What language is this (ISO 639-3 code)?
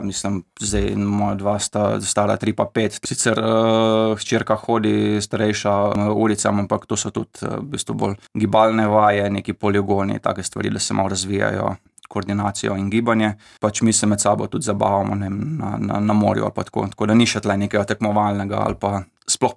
slv